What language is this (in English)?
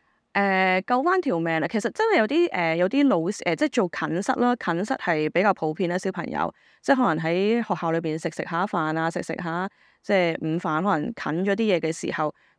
Cantonese